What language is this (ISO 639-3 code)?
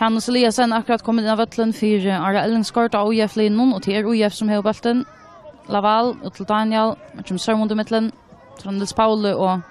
fao